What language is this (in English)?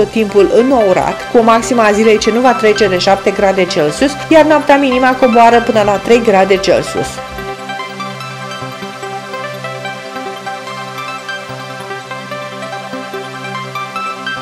Romanian